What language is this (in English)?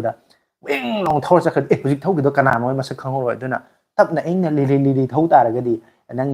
Manipuri